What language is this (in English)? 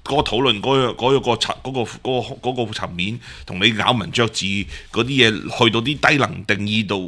Cantonese